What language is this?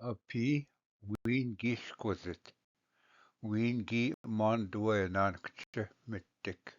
Ojibwa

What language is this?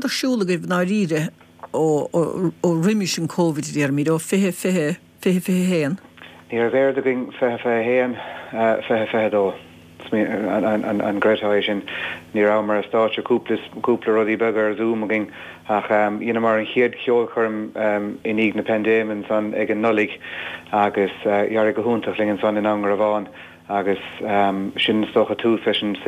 Irish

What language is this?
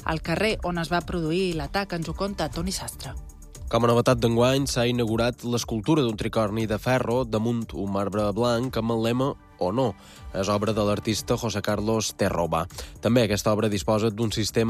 Catalan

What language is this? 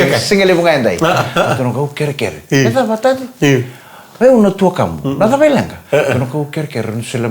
Fijian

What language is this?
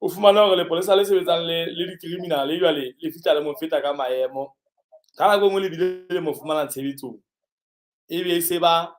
Southern Sotho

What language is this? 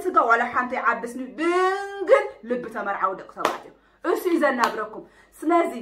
Tigrinya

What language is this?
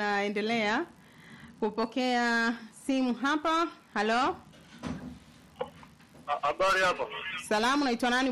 Swahili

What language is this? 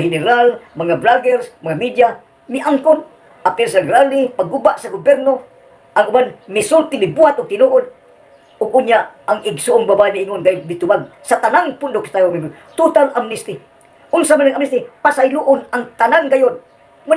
Cebuano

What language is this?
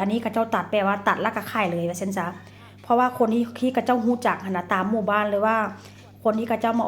Northeastern Thai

